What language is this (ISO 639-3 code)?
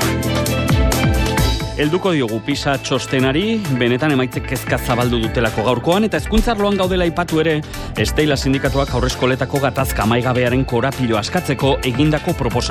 eus